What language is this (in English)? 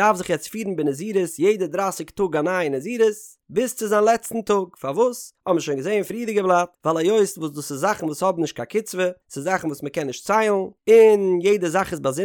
Yiddish